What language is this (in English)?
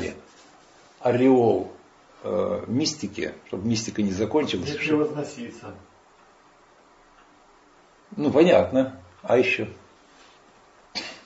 Russian